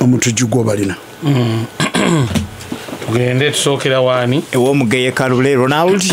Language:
Ganda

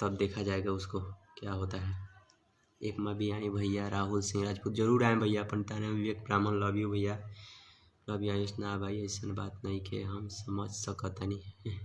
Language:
Bhojpuri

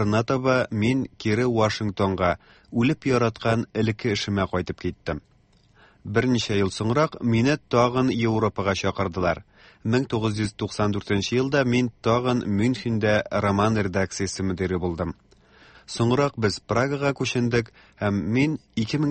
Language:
Tatar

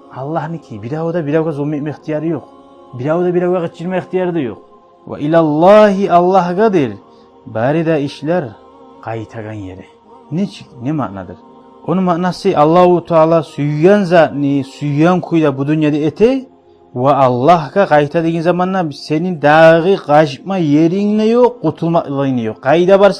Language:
Kumyk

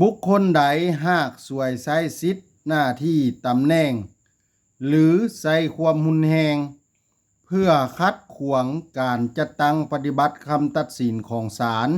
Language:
Lao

